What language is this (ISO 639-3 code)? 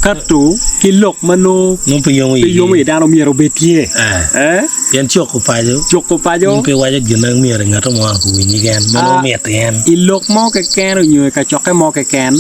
ach